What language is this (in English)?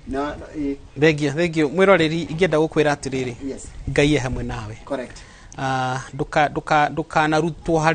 Kikuyu